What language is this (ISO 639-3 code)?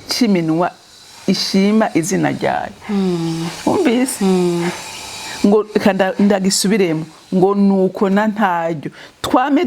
run